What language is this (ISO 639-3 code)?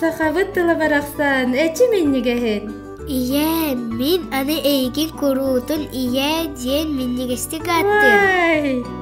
sah